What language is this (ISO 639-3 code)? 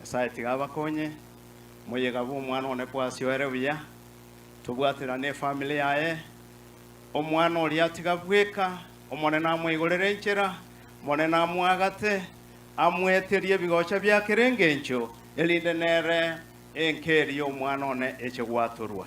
guz